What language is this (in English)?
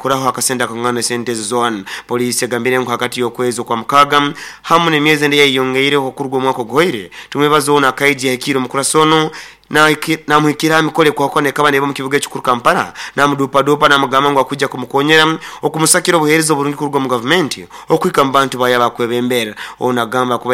Nyoro